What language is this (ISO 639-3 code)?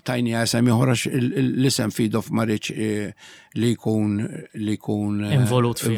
mlt